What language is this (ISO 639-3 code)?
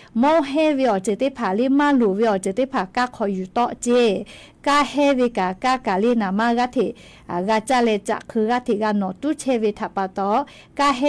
lhu